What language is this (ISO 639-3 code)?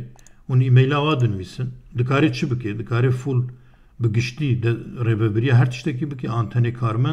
kur